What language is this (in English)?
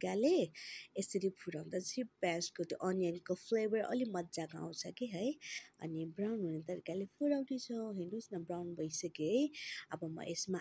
Nepali